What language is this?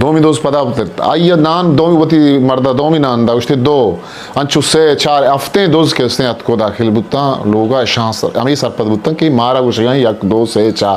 Eastern Balochi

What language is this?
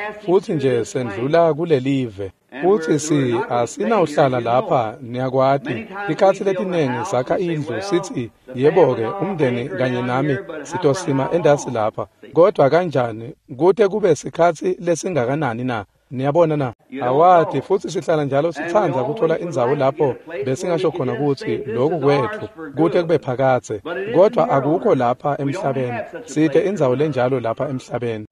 Swati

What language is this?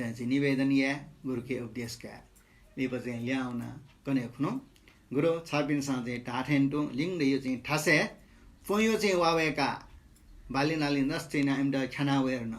Newari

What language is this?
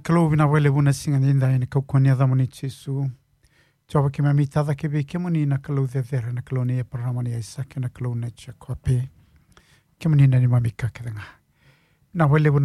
Fijian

